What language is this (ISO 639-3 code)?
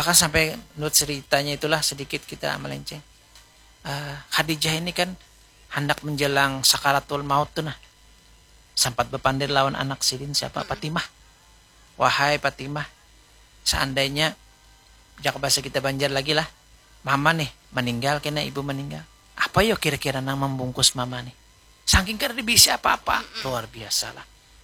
bjn